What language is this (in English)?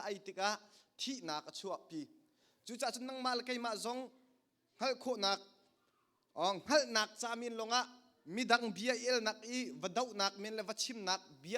Hakha Chin